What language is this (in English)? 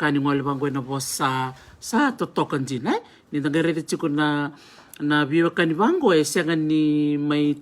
Fijian